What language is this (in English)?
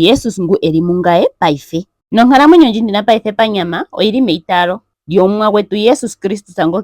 Ndonga